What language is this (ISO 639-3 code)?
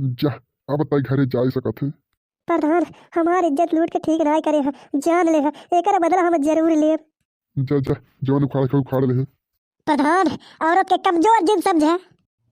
bho